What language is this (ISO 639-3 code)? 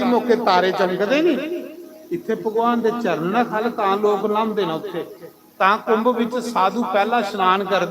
doi